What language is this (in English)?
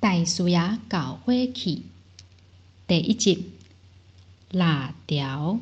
Min Nan Chinese